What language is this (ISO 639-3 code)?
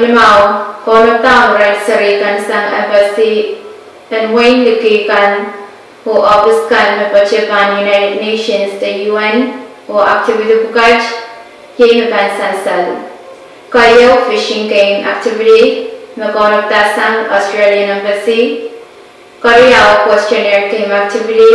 pon